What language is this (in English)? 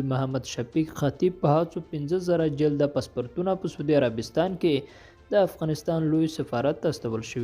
Pashto